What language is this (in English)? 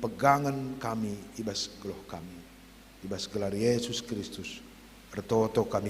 Batak Karo